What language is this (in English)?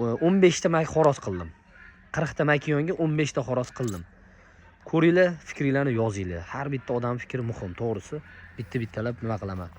Uzbek